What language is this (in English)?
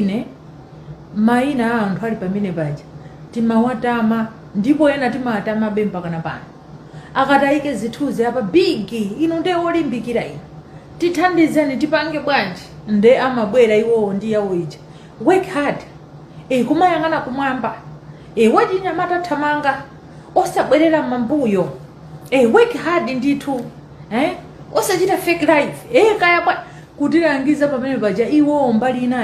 Nyanja